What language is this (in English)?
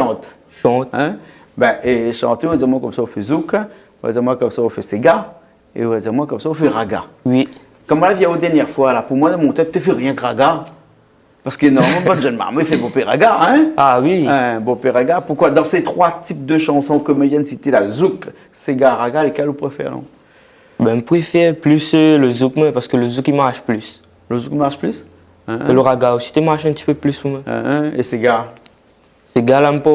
Réunion Creole French